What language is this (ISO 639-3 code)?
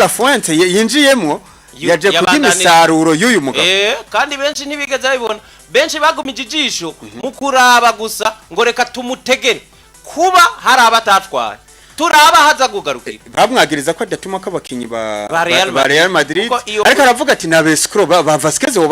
run